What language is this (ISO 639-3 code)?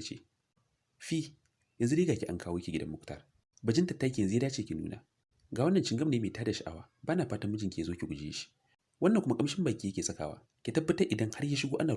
hau